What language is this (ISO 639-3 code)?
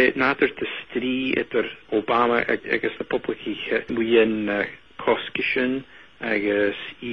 gla